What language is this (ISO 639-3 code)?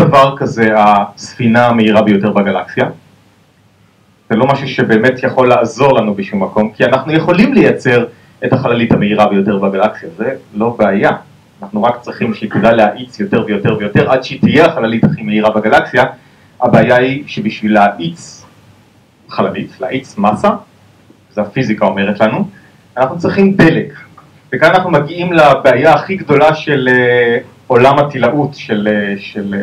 heb